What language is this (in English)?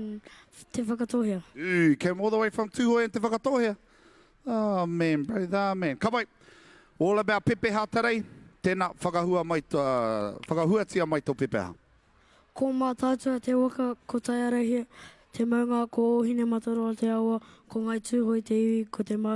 Māori